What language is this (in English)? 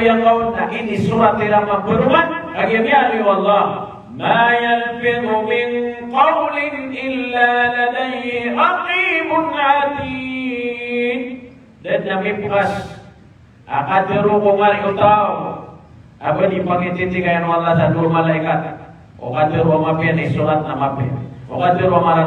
Maranao